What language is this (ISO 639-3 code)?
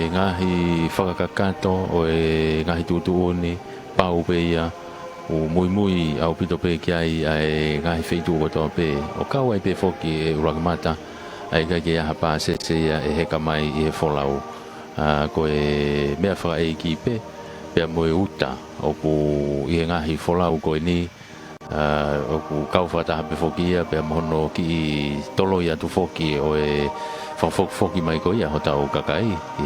ton